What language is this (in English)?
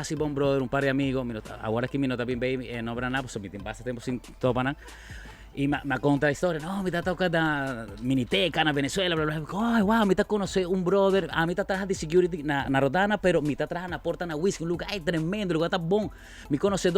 Papiamento